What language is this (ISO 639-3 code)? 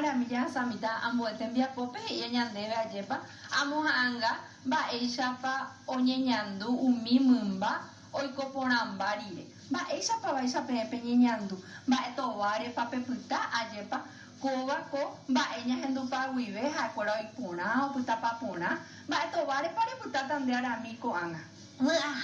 grn